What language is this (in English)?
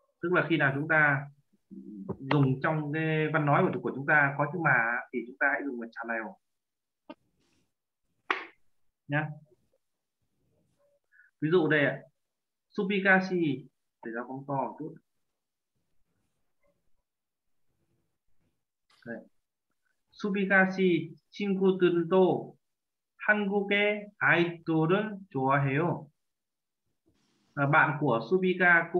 Vietnamese